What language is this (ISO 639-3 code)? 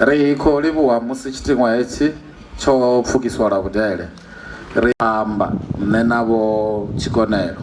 ven